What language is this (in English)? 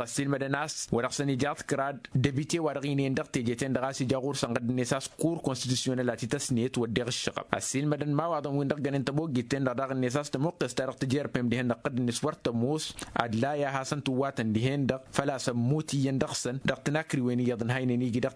Tamasheq